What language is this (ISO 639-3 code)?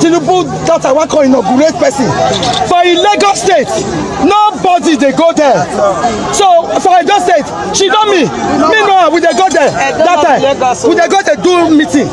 pcm